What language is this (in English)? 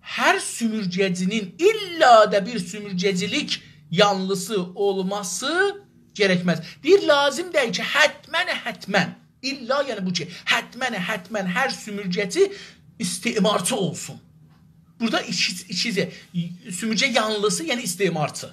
South Azerbaijani